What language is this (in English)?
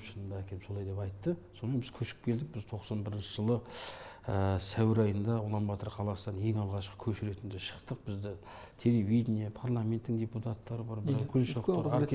Kazakh